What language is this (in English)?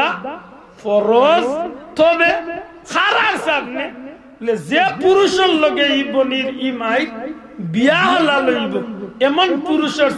Sylheti